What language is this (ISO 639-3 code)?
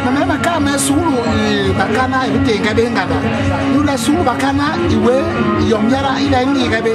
bas